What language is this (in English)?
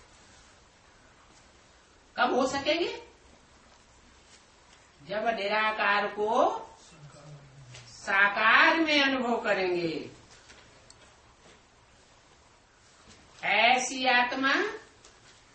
Hindi